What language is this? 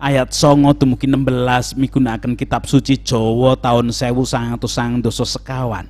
Javanese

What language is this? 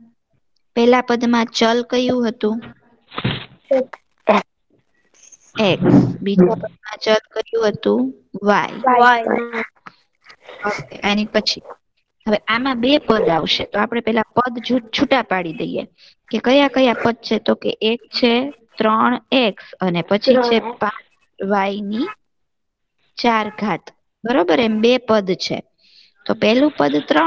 Gujarati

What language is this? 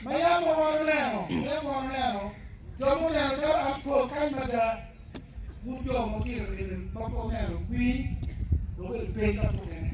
Acoli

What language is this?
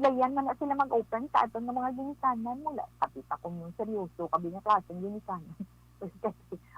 Hiligaynon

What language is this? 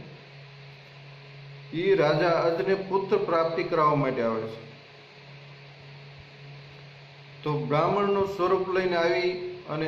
Gujarati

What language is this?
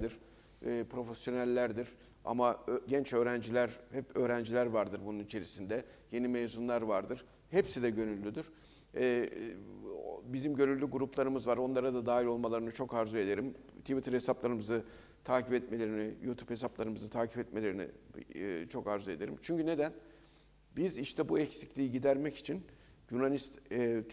Turkish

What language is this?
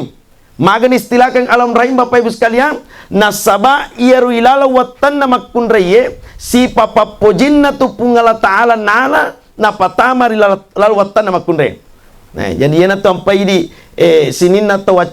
Buginese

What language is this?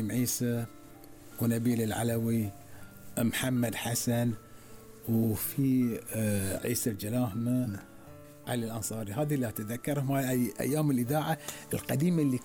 Gulf Arabic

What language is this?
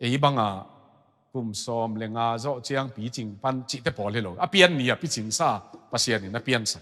Tedim Chin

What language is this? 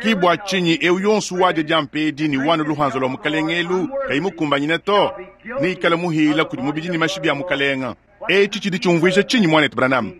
Luba-Lulua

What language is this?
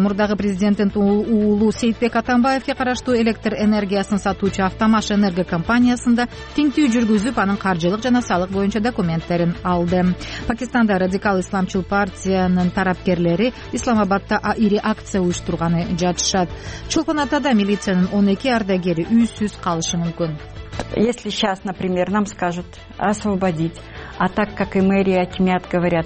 Kyrgyz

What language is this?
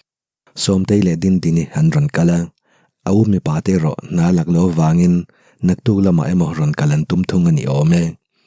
Mizo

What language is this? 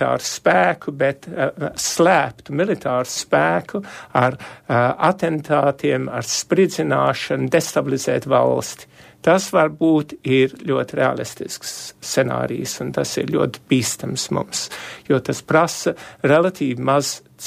Latvian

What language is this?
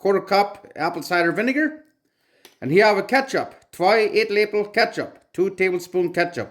Plautdietsch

